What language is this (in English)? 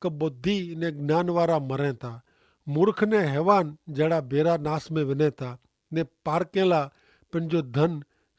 Kachhi